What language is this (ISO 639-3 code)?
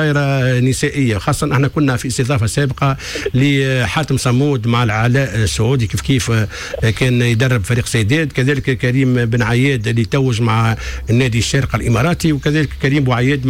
aeb